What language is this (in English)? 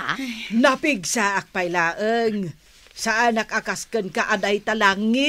Iloko